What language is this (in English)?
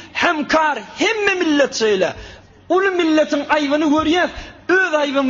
Turkmen